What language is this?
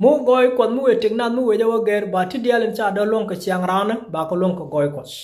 Nuer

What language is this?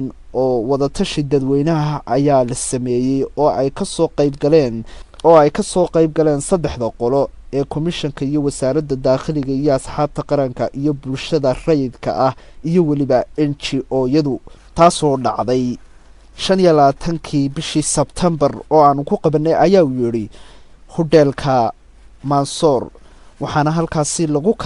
Somali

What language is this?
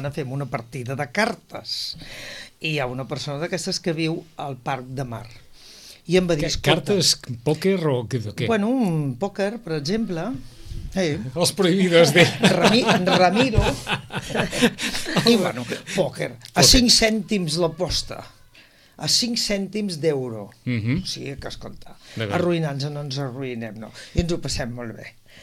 Catalan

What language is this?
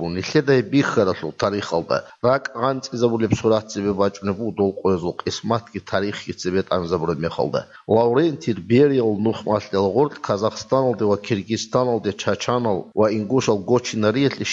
Avaric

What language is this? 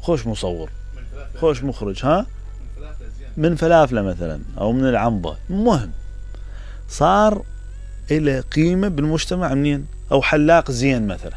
Mesopotamian Arabic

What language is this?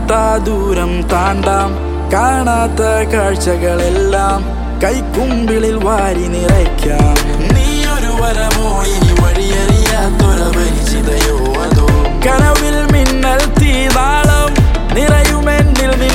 Malayalam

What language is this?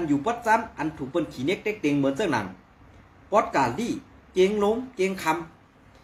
Shan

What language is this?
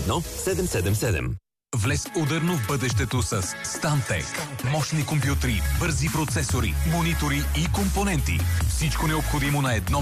Bulgarian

